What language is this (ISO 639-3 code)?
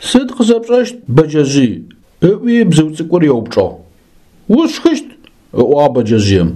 ady